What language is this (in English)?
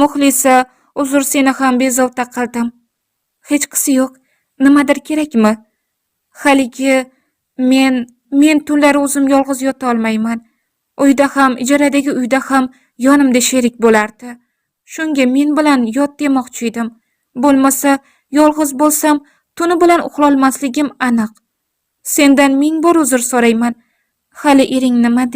Uzbek